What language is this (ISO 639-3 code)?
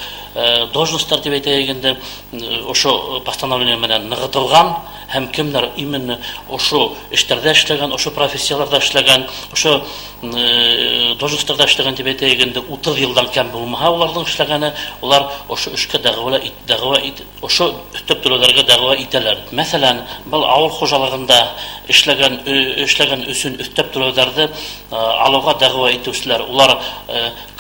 bak